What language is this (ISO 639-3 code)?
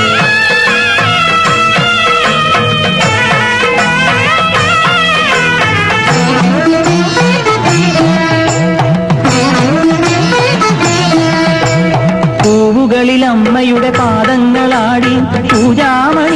mal